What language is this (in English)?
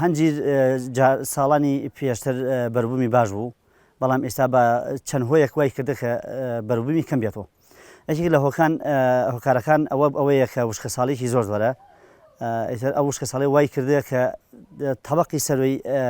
Central Kurdish